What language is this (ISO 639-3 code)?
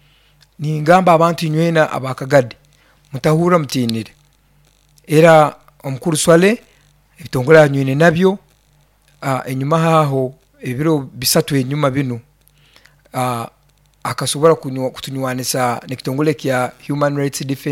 nyo